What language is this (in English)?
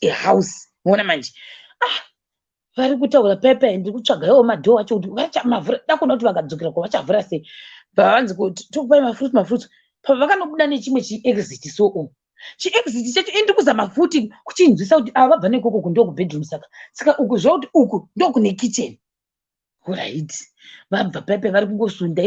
Shona